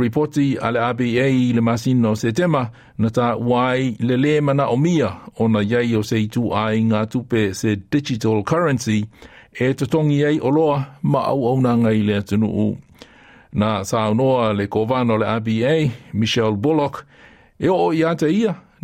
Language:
Samoan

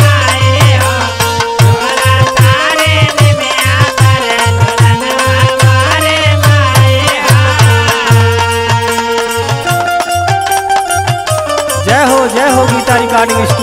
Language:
Bhojpuri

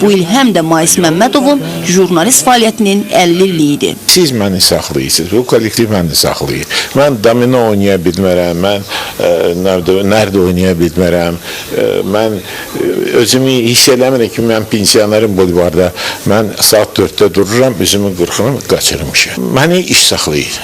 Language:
Azerbaijani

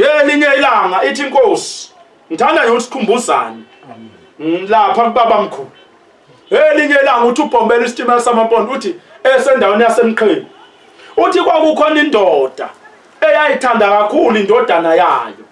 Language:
Zulu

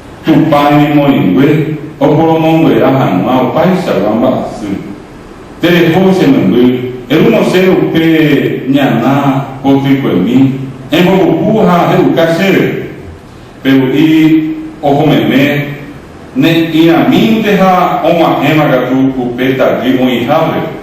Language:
Guarani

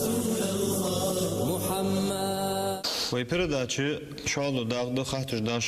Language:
Ingush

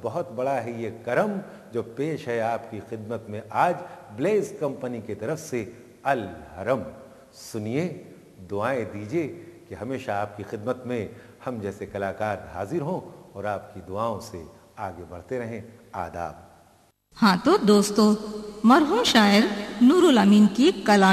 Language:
Bangla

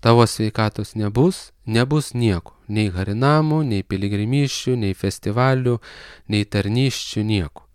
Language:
Lithuanian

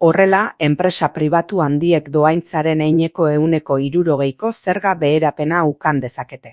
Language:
Basque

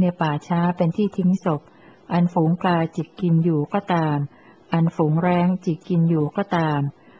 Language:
Thai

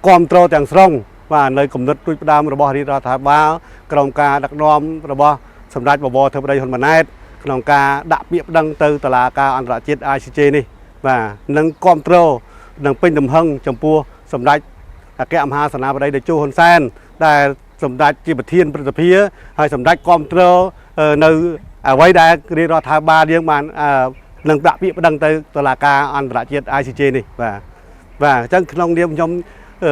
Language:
Khmer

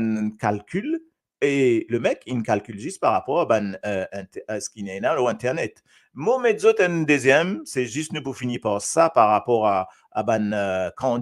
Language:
Morisyen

